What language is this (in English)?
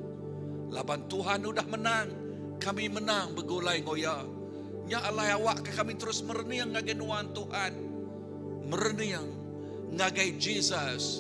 Iban